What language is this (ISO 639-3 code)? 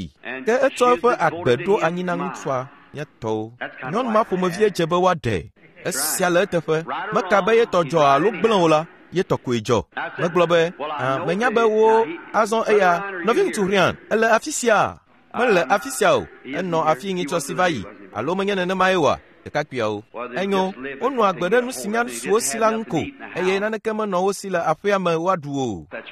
ewe